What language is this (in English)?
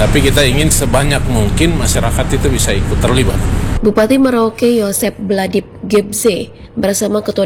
Indonesian